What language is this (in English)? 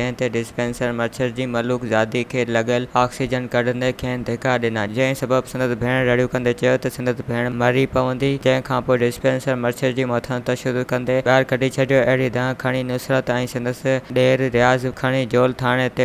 Sindhi